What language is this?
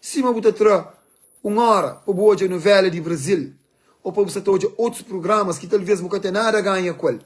Kabuverdianu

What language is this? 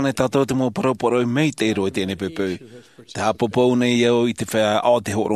Tahitian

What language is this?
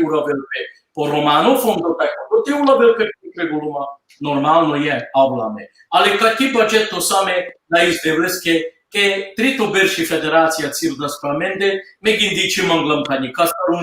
Balkan Romani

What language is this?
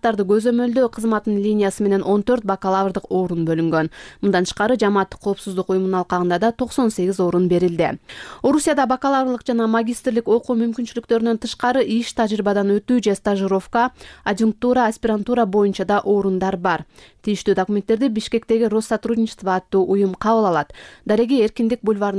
Kyrgyz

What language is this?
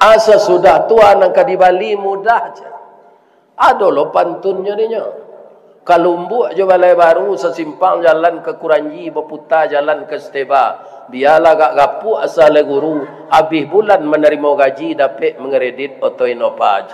Minangkabau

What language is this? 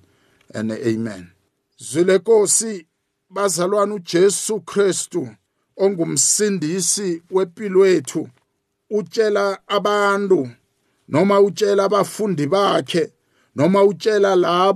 South Ndebele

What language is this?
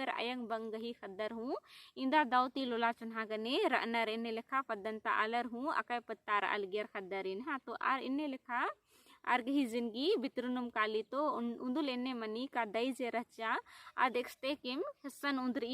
Kurukh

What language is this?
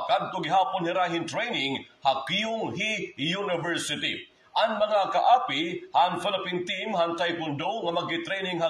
Waray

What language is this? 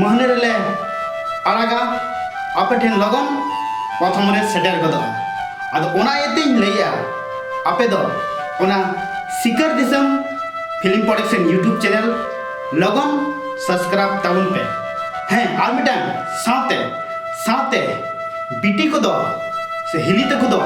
Santali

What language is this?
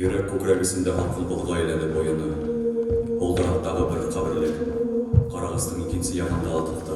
Bashkir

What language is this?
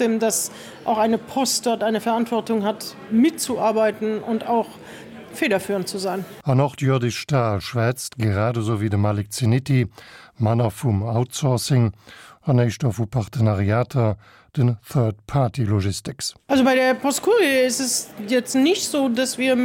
Luxembourgish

